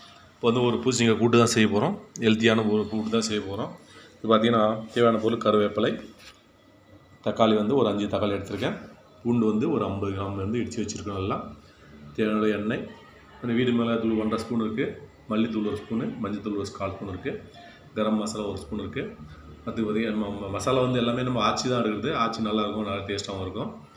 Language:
Tamil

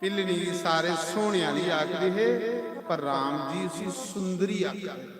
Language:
Dogri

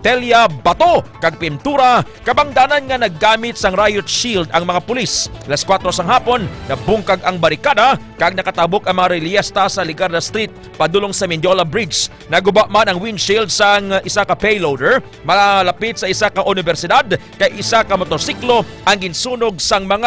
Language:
Hiligaynon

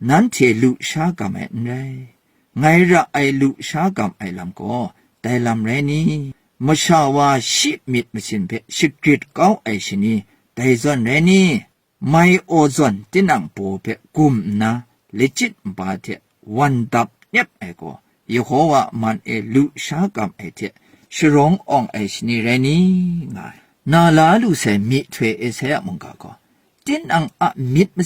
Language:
Kachin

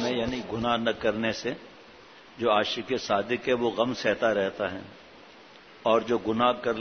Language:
Urdu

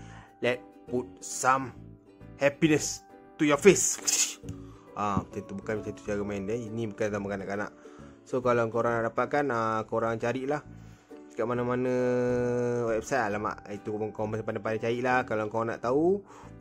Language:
Malay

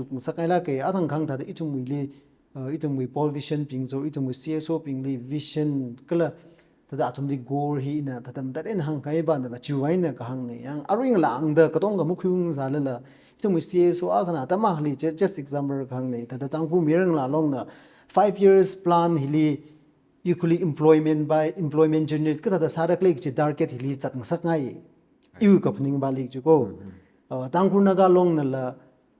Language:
Tangkhul Naga (India)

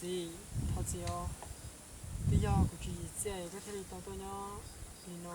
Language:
Hmong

